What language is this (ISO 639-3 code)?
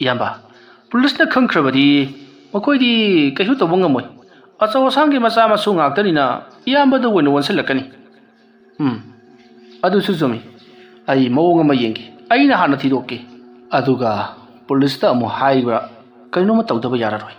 mni